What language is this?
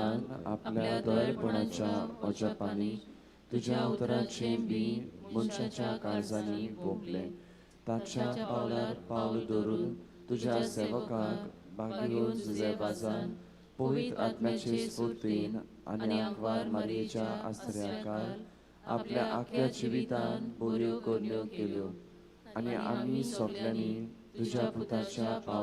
Konkani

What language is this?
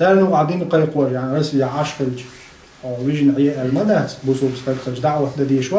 Chechen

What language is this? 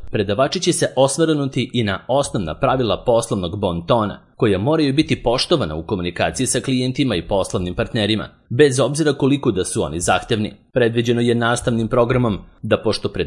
Serbian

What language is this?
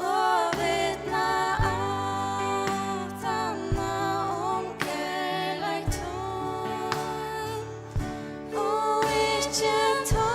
Faroese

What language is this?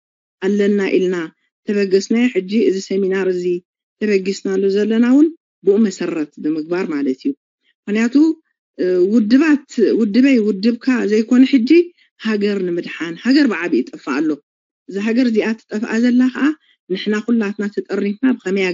Tigrinya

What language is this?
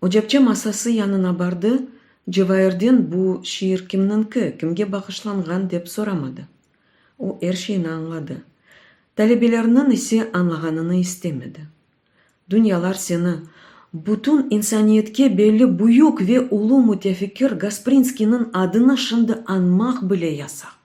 Crimean Tatar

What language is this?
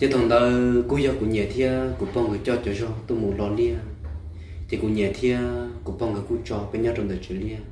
Hmong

